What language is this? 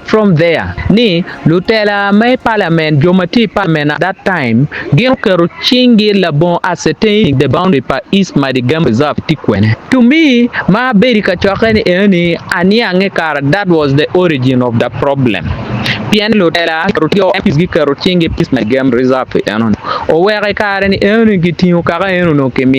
Acoli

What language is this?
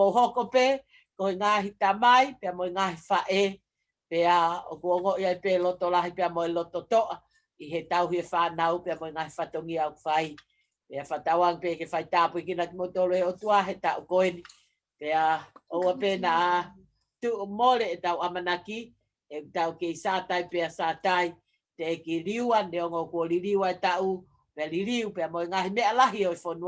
Tongan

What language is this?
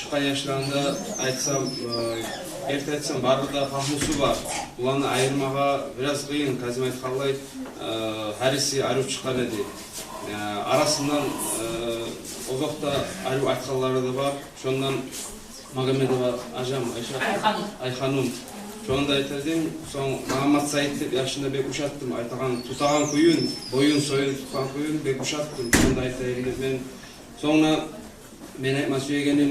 Kumyk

